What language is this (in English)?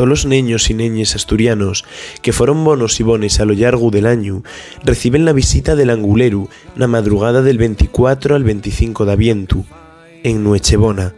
Asturian